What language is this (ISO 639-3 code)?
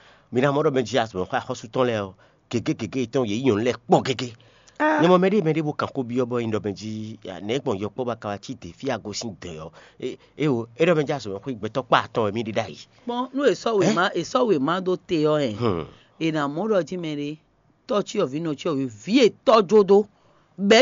fon